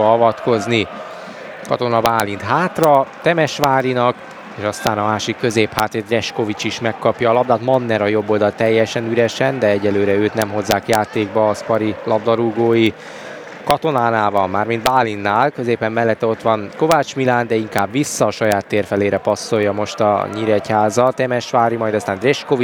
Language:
Hungarian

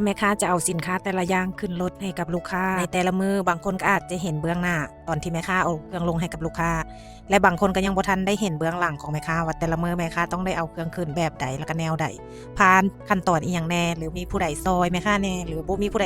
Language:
Lao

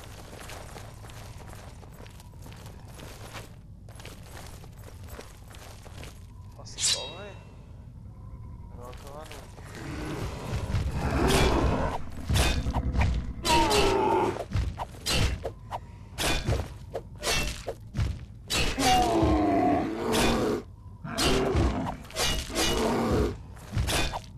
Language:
French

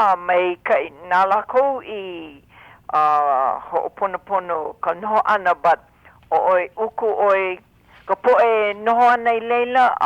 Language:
Hawaiian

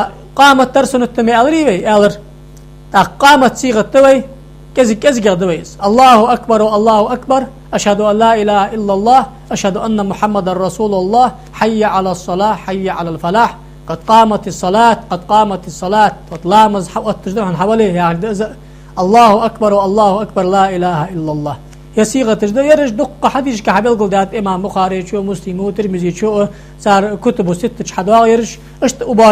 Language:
Ingush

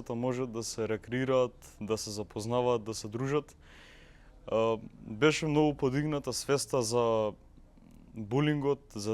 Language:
Macedonian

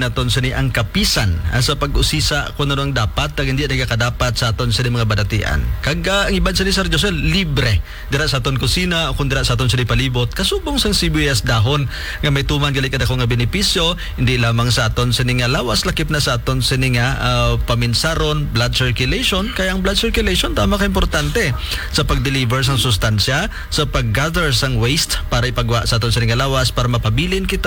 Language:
Hiligaynon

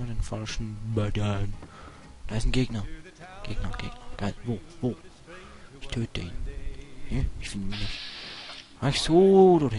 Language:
Swiss German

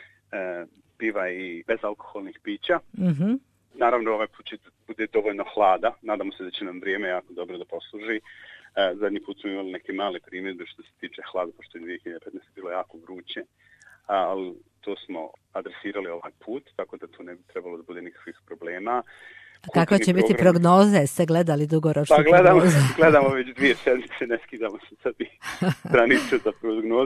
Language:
Serbian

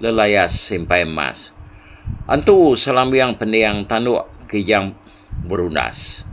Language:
Iban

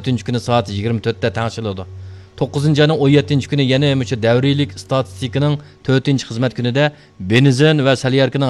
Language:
Uyghur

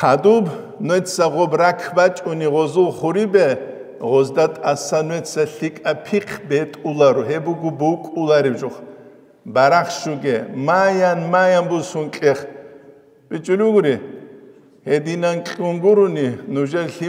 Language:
Avaric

